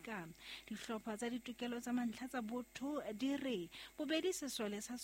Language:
Southern Sotho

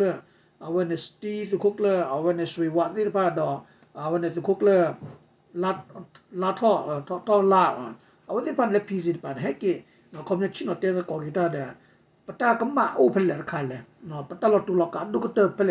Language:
S'gaw Karen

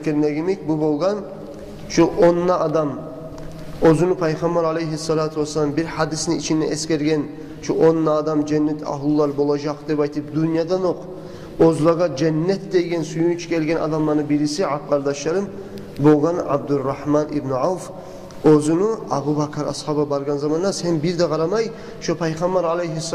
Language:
Kumyk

